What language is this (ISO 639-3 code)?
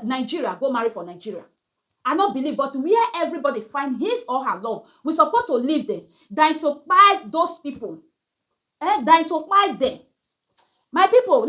pcm